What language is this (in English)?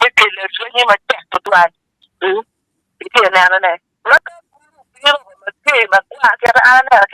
Acoli